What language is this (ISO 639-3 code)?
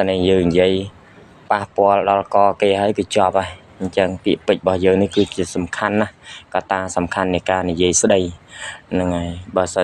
khm